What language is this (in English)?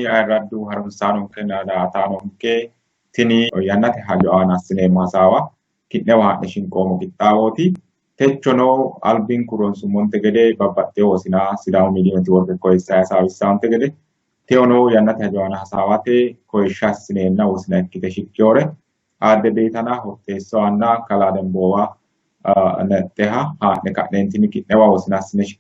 Sidamo